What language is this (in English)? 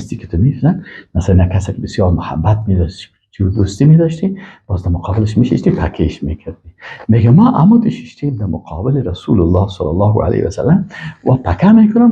Persian